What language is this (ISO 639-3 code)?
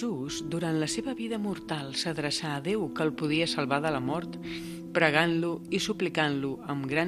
cat